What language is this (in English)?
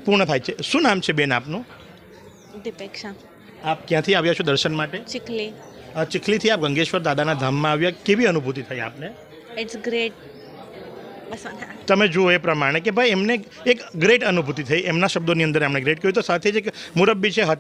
Gujarati